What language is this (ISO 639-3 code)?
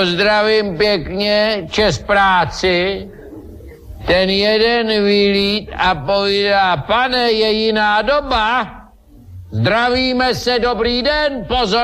ces